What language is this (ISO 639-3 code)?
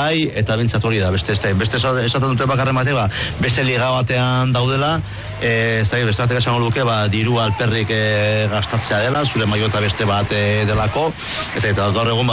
eus